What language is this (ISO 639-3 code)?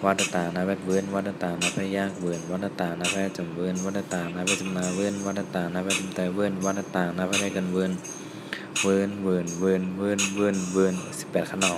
shn